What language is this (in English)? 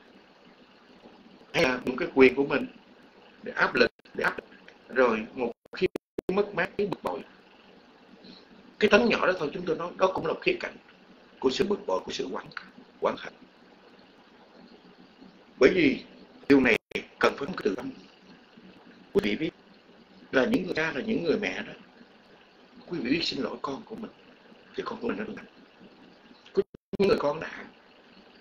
Vietnamese